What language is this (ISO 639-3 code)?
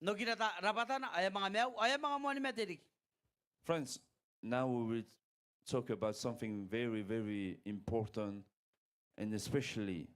gil